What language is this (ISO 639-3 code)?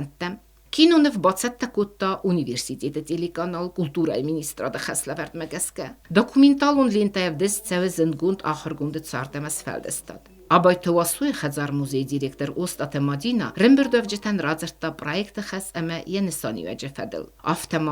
oss